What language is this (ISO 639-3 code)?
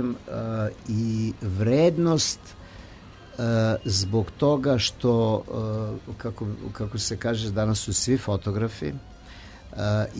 srp